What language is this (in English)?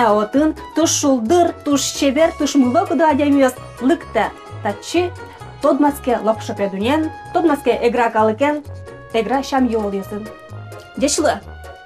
Udmurt